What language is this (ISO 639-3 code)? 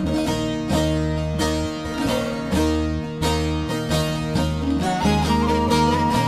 tur